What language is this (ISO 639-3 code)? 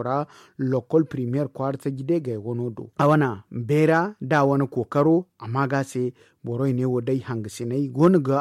dje